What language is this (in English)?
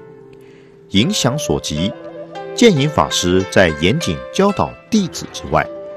Chinese